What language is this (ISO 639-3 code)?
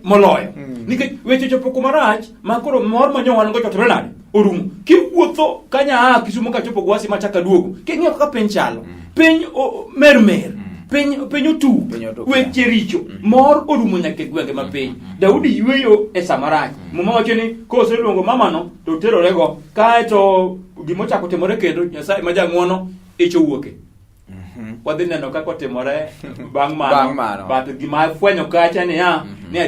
luo